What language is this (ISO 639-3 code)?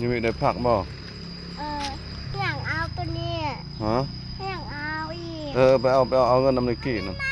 lao